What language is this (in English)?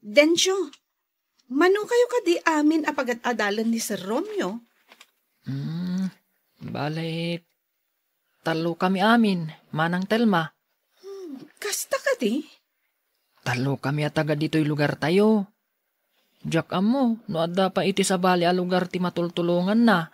Iloko